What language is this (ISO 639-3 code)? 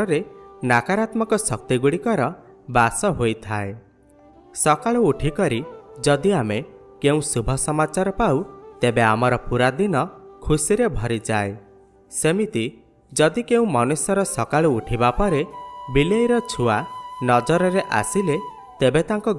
ori